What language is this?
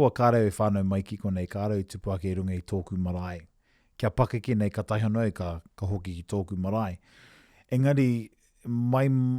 Māori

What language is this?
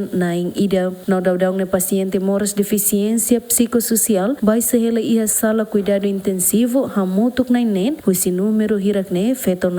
Tetum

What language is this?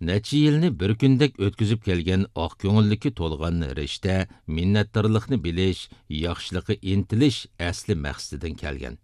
Uyghur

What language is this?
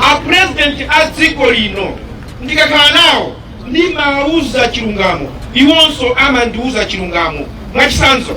Nyanja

